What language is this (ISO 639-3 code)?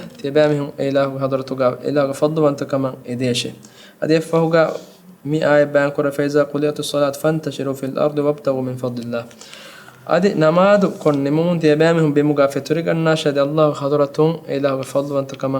div